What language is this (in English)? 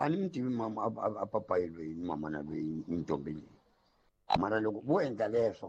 Tsonga